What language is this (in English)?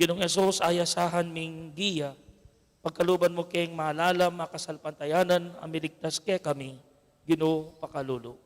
Pampanga